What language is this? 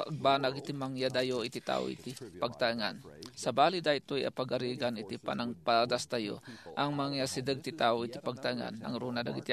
Iloko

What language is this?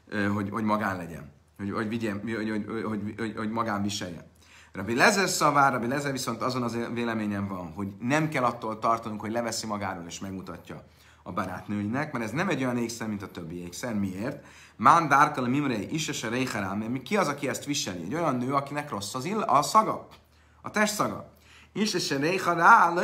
Hungarian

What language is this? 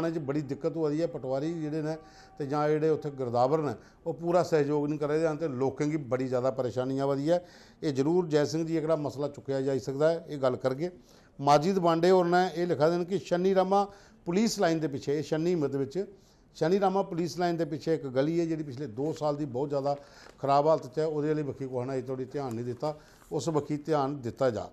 Dogri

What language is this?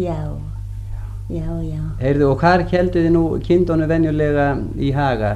Icelandic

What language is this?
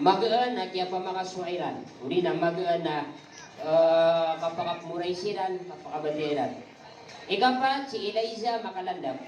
Maranao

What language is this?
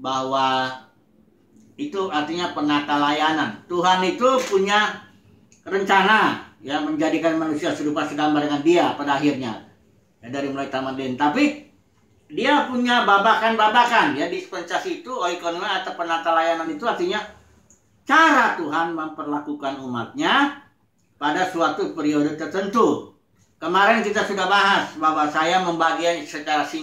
Indonesian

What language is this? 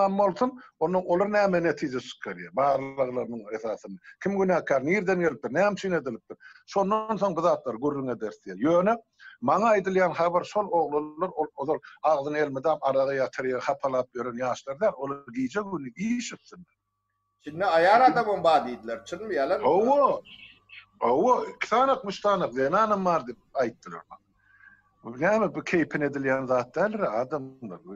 Turkmen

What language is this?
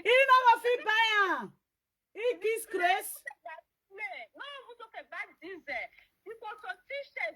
Nigerian Pidgin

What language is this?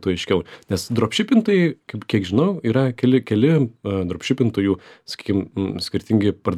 Lithuanian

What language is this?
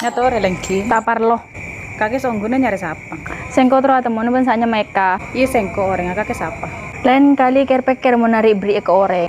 Madurese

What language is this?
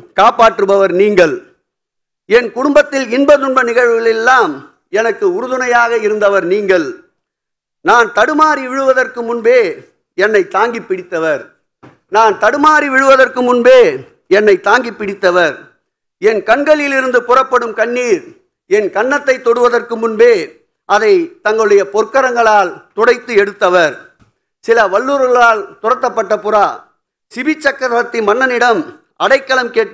Tamil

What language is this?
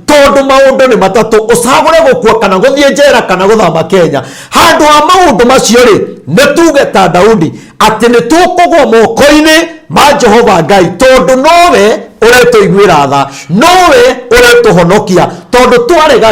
Kikuyu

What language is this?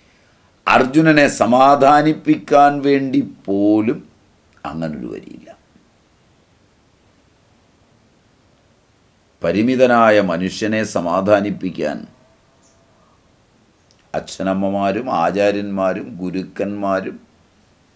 Malayalam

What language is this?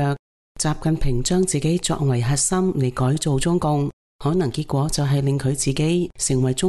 Cantonese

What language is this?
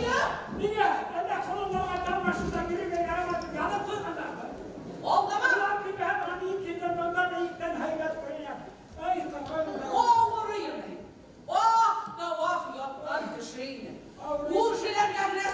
Bashkir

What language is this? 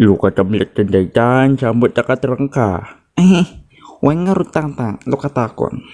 Iloko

